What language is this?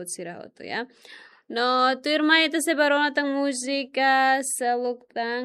Tetum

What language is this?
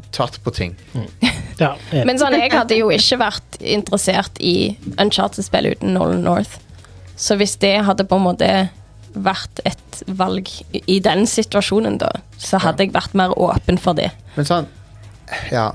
Norwegian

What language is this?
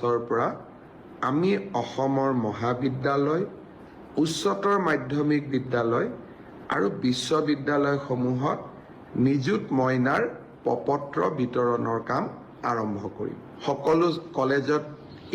Assamese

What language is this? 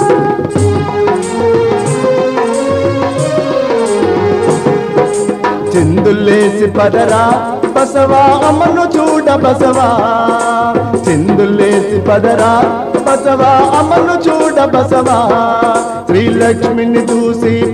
Telugu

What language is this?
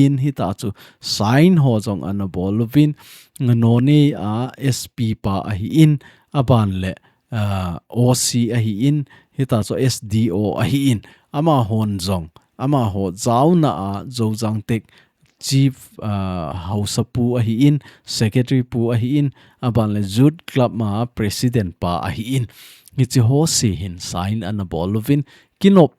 Thado Chin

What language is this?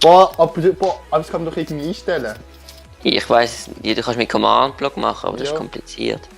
Swiss German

